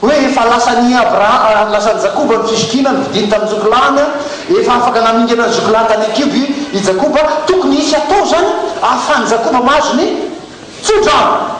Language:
Malagasy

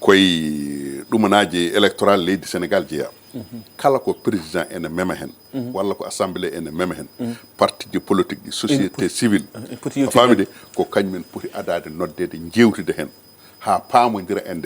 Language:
Fula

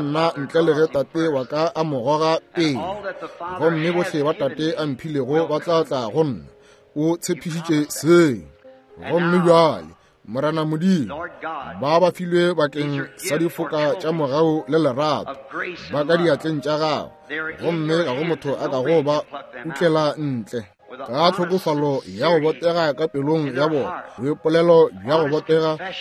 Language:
Northern Sotho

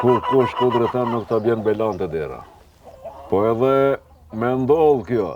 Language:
Albanian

